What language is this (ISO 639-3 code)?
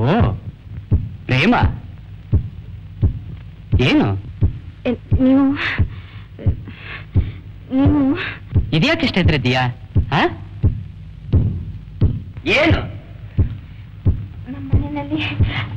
kan